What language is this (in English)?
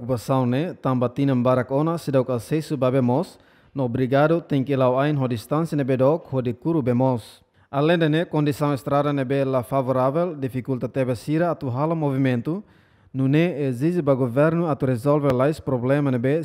Tetum